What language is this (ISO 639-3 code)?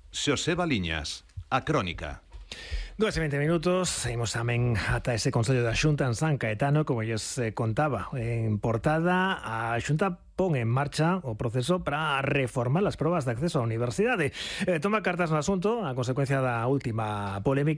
glg